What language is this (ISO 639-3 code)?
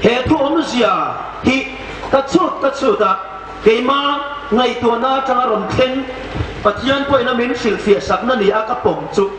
hmr